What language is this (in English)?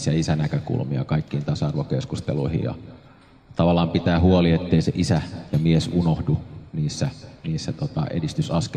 Finnish